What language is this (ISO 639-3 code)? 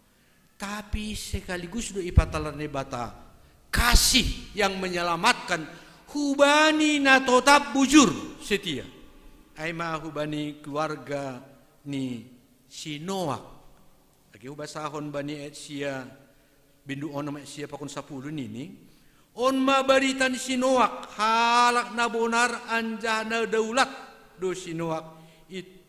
bts